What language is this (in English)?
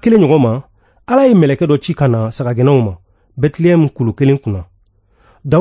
Bambara